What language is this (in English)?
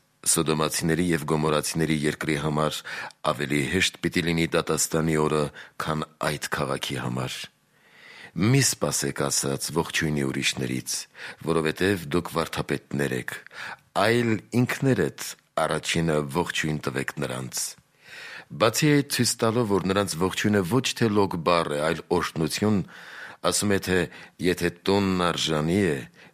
Armenian